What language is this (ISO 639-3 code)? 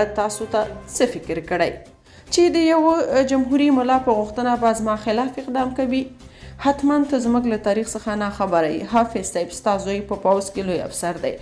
pus